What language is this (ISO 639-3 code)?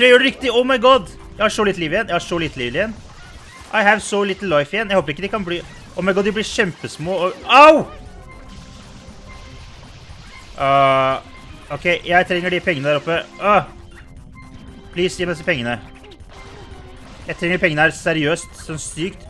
nor